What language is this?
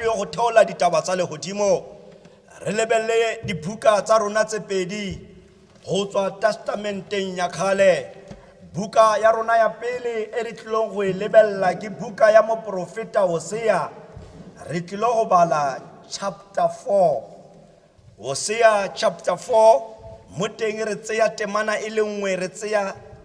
Tswana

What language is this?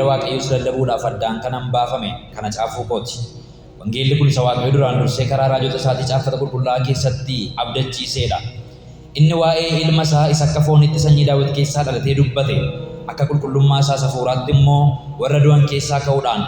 Oromo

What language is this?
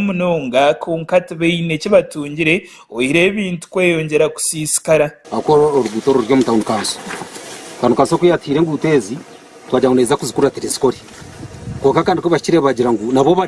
Nyankole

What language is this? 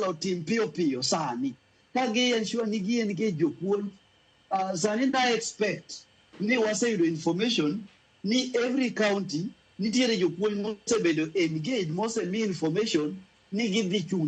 Luo (Kenya and Tanzania)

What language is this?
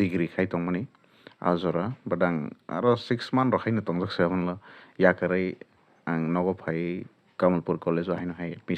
Kok Borok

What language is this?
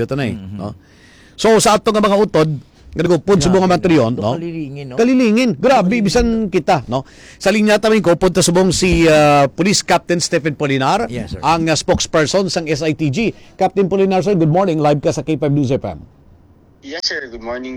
Hiligaynon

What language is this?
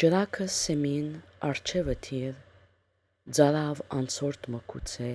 Armenian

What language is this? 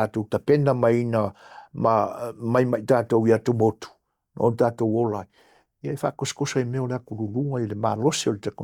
Samoan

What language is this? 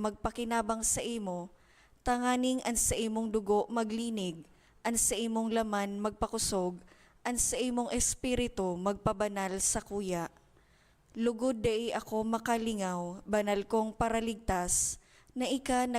Bikol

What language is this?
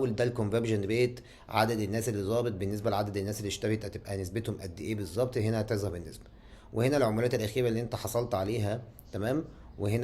Egyptian Arabic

